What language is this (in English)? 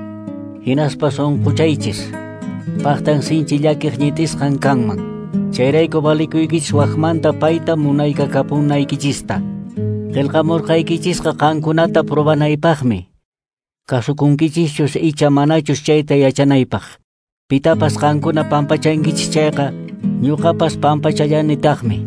Quechua